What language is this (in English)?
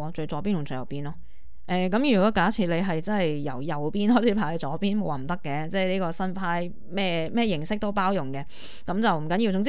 Cantonese